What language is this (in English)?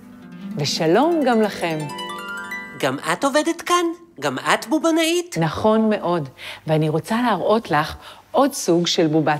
Hebrew